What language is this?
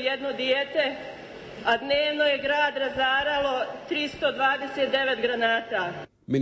Croatian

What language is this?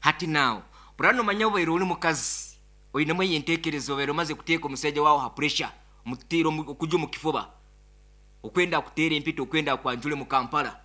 Nyoro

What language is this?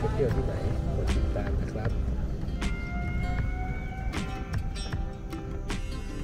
Thai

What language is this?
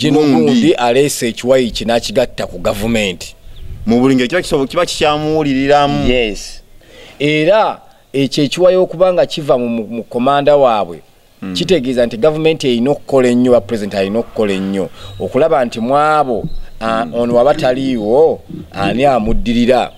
Ganda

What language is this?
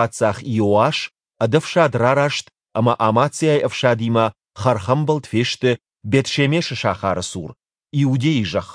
Ossetic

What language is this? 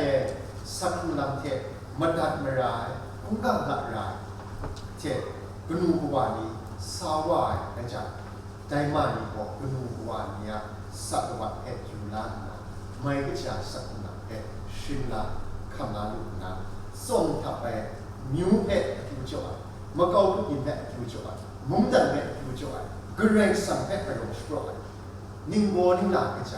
Kachin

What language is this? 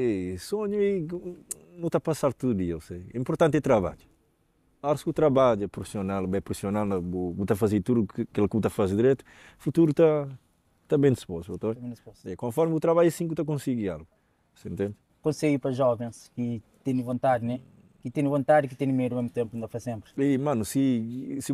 Kabuverdianu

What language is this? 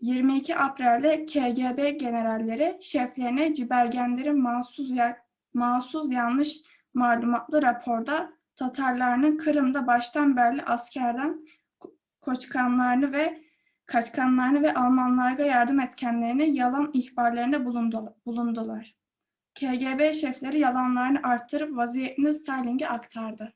Crimean Tatar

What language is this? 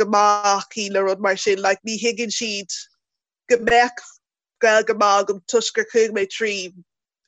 Irish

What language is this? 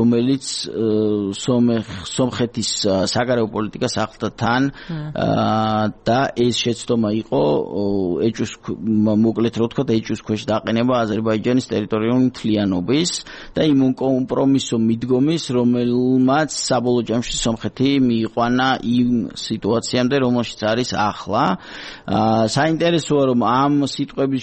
Georgian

